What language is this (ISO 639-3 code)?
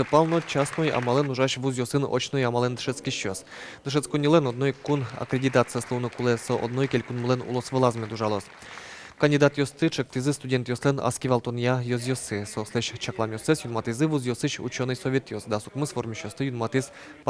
udm